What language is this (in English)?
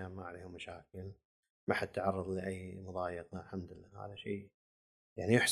Gulf Arabic